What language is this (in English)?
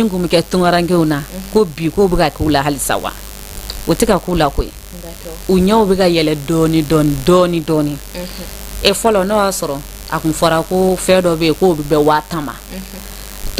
Bambara